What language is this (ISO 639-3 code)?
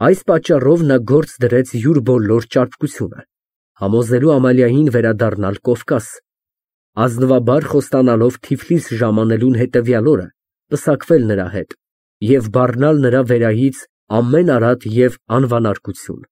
hye